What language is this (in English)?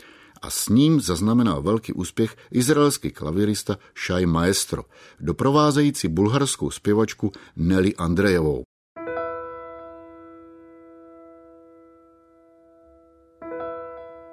Czech